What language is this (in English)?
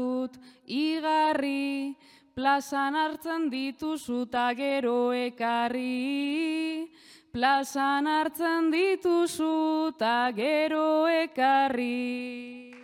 Basque